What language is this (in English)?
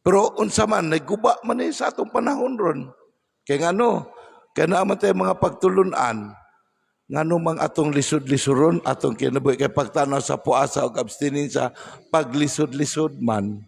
Cebuano